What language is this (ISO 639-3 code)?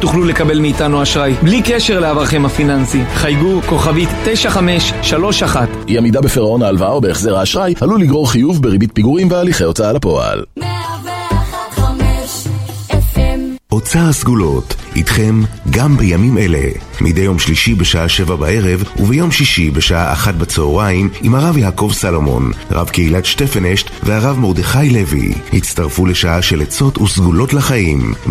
heb